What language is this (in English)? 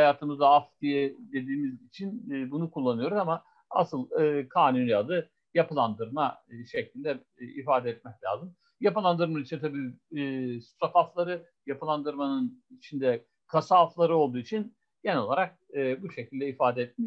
Turkish